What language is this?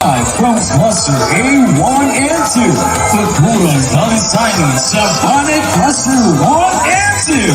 Cebuano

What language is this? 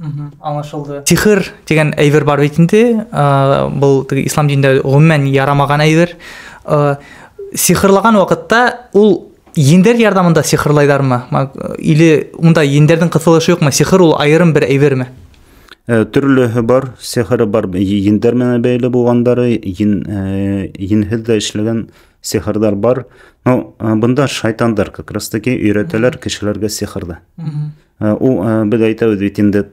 Bashkir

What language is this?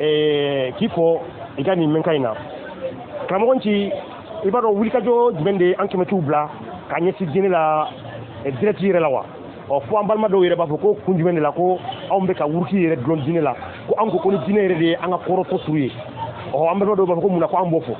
Bambara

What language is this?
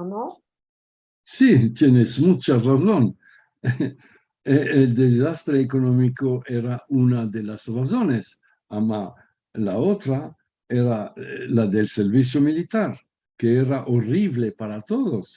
Ladino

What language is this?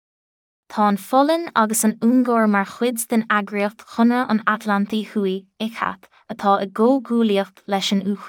Irish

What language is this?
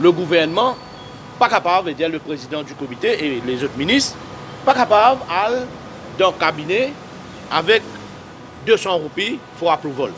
Morisyen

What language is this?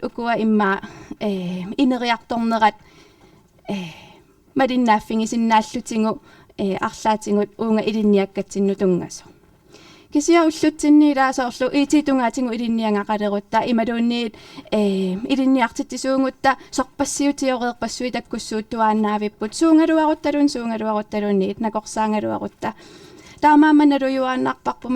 Kalaallisut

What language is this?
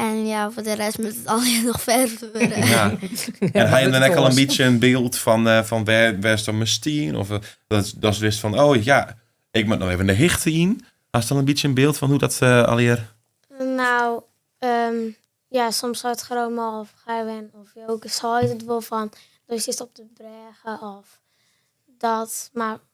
Western Frisian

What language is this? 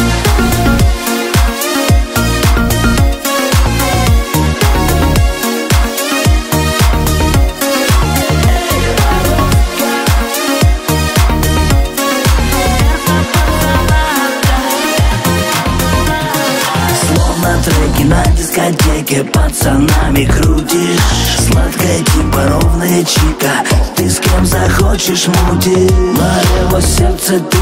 Russian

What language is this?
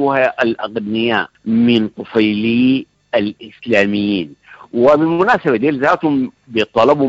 Sudanese Arabic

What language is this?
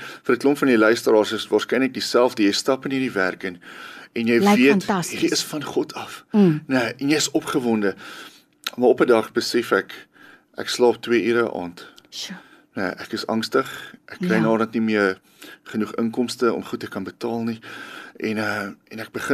Afrikaans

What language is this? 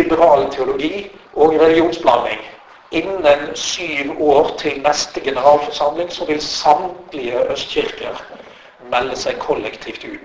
Norwegian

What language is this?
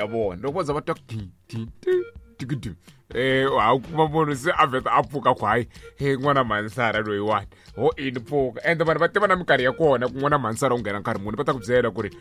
Tsonga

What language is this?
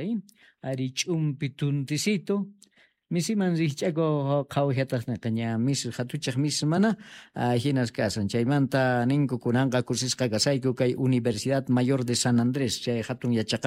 South Bolivian Quechua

